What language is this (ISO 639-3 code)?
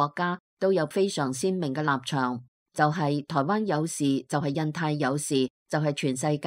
yue